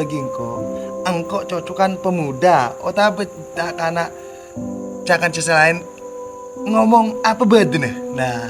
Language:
Madurese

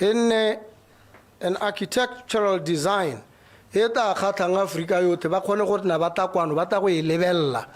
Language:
Tswana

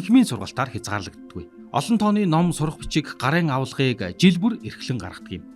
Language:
Mongolian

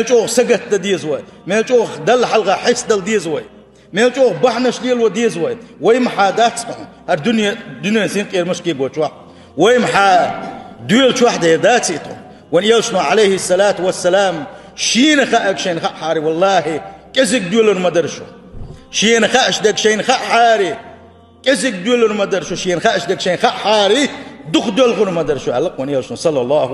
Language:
Chechen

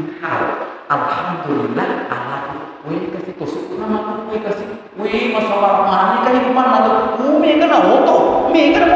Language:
Buginese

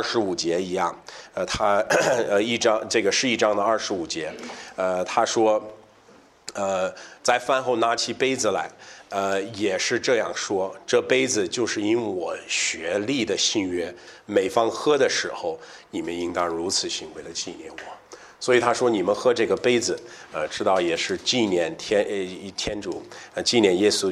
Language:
Chinese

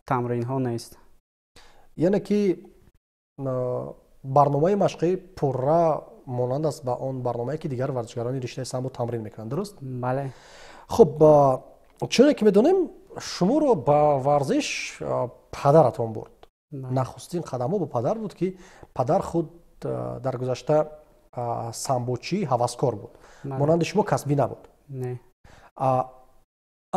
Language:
Tajik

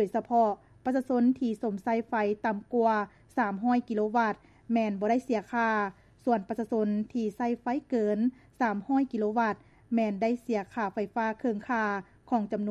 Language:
Lao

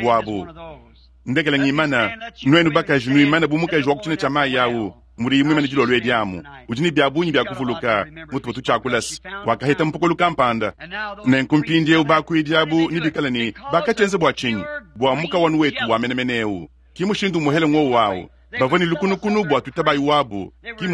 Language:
Luba-Lulua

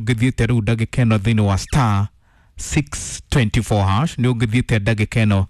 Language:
Kikuyu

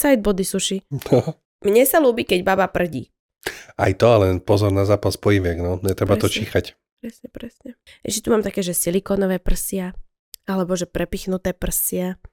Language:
Slovak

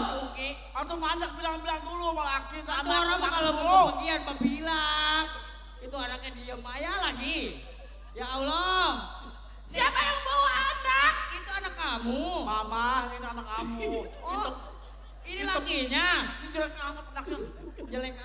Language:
Betawi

